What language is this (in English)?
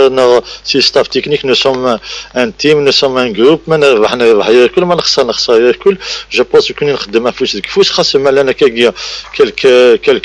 Kabyle